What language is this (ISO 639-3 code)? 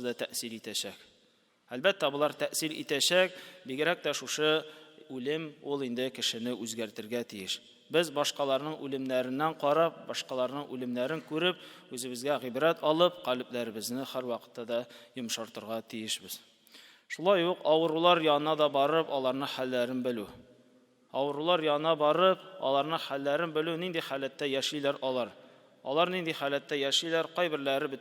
tat